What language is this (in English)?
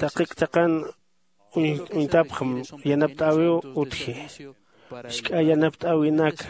Aymara